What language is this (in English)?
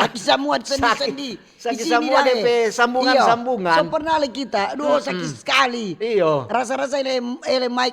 Manado Malay